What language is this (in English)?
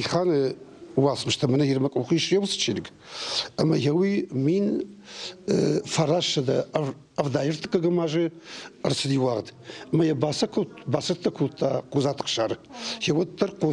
Ossetic